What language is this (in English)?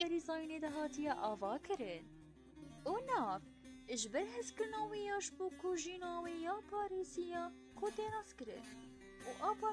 Kurdish